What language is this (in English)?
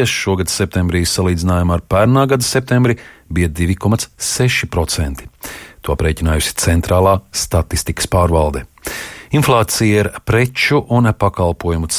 Latvian